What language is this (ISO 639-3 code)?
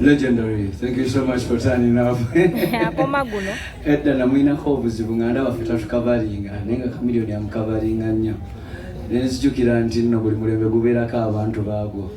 lug